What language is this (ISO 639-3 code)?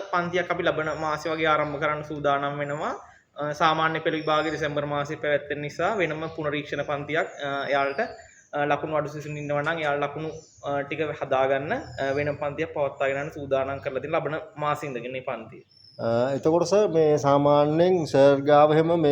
sin